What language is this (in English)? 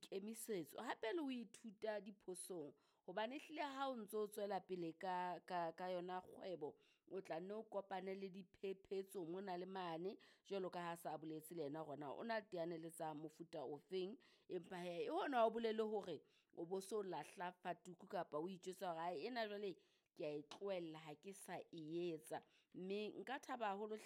Southern Sotho